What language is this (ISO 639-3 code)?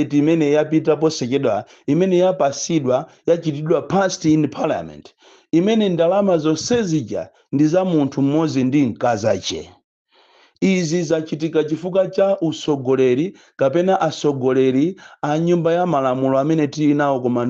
nya